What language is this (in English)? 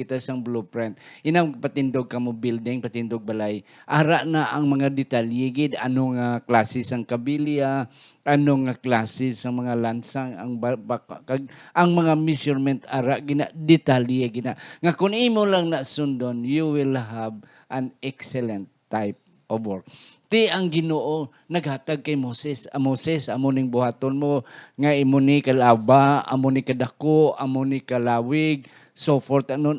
Hiligaynon